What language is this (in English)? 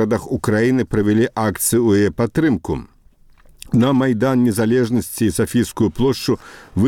Belarusian